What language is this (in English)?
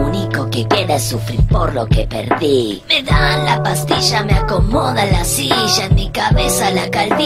Spanish